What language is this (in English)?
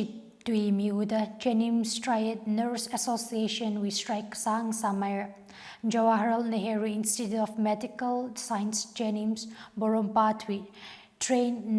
Tangkhul Naga (India)